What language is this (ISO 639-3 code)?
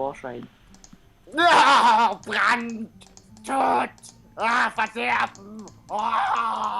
gsw